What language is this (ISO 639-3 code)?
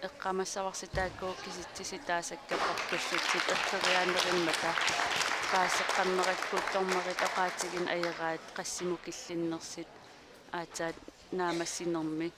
kal